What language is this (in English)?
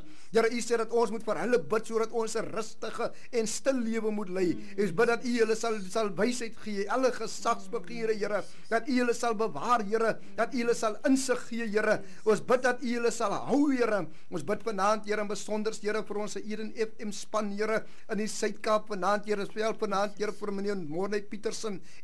Afrikaans